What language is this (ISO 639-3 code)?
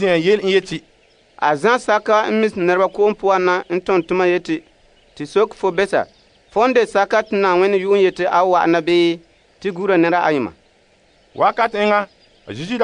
gur